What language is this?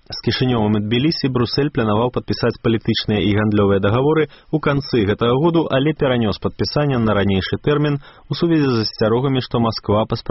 Belarusian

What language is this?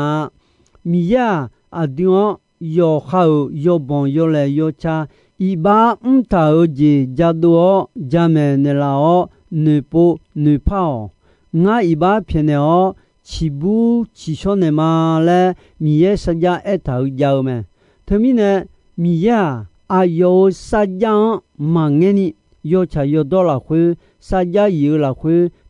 Akha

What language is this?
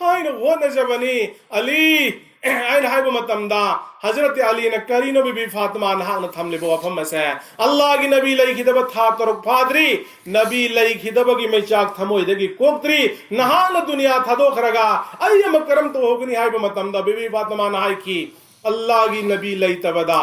Manipuri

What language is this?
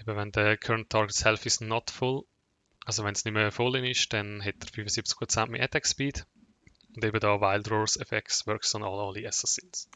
Swiss German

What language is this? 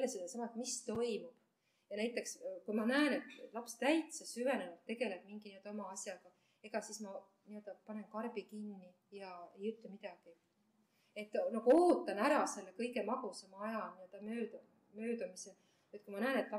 Estonian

